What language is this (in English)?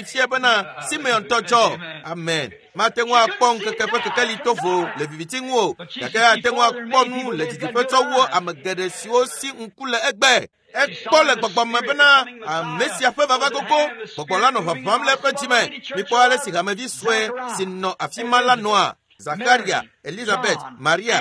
Ewe